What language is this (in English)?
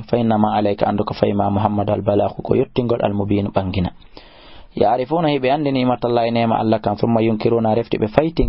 Fula